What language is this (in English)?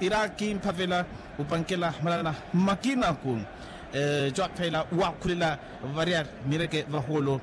Makhuwa